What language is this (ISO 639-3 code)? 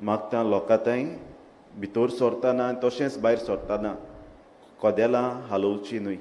kok